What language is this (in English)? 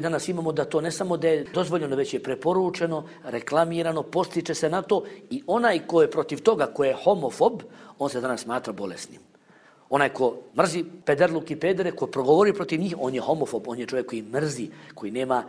Bosnian